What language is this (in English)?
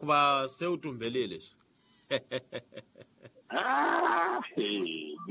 Tsonga